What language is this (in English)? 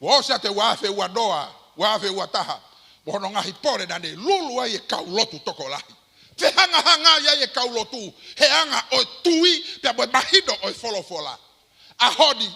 Tongan